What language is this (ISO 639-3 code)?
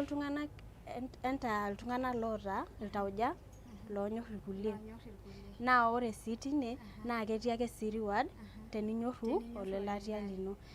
mas